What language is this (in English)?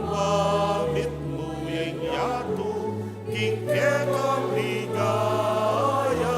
Pampanga